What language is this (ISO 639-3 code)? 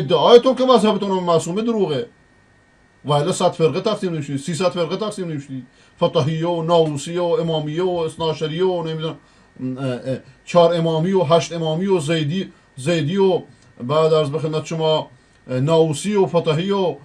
fas